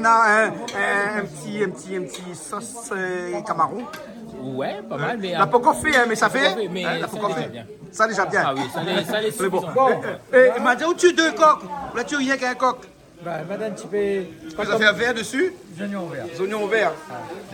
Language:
Réunion Creole French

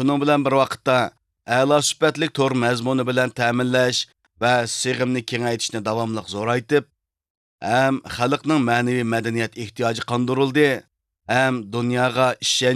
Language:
Uyghur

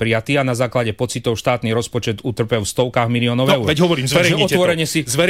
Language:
Slovak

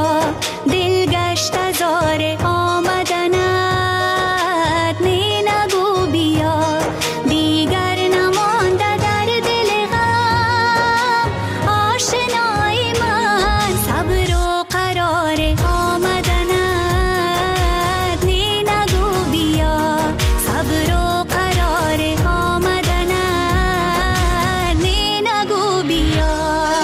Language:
Persian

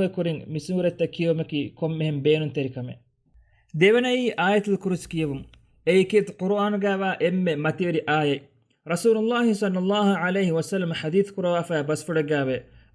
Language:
Divehi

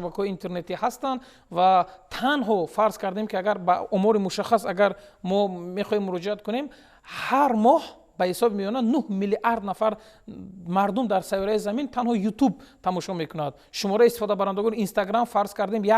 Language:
Tajik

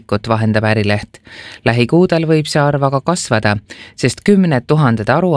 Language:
Estonian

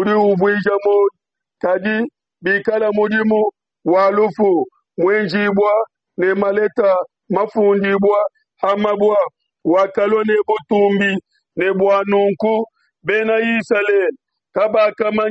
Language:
Luba-Lulua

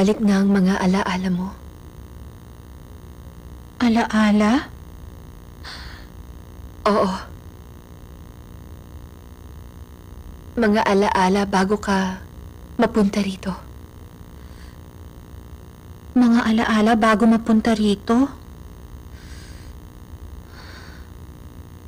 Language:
Filipino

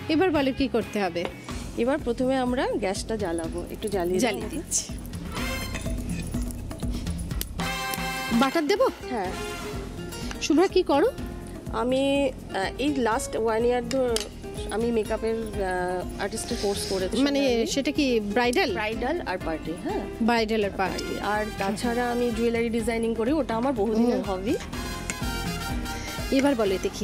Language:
Bangla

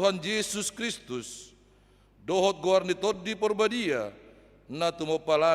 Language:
Batak Toba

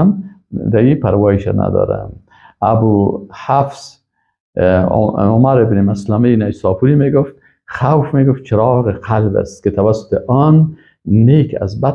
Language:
Persian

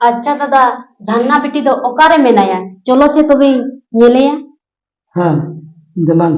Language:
Santali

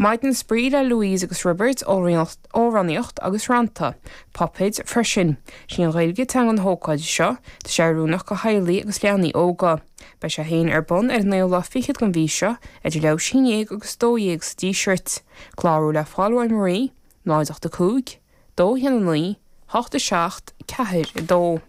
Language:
Irish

